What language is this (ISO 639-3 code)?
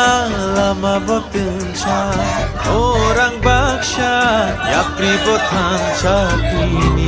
trp